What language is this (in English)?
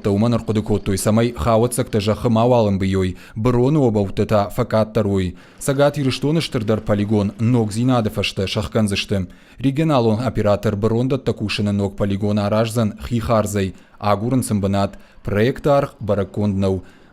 Ossetic